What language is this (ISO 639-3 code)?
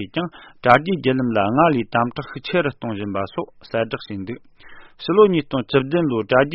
bod